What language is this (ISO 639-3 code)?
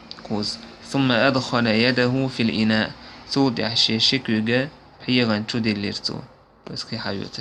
che